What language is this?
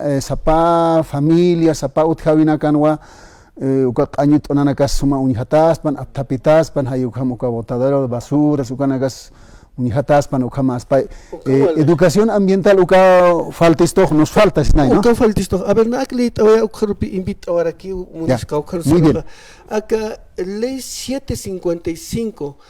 Aymara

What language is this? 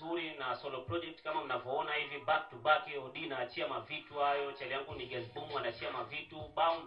Swahili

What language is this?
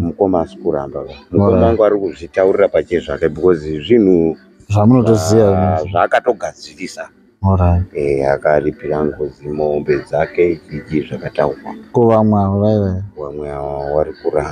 Shona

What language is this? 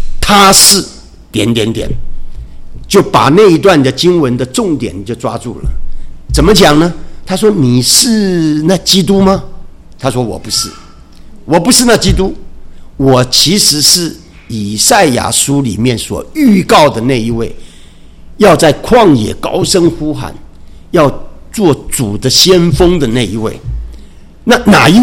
Chinese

